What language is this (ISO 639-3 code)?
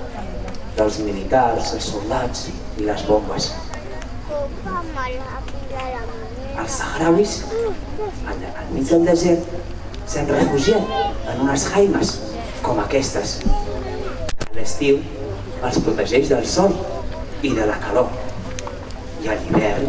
cat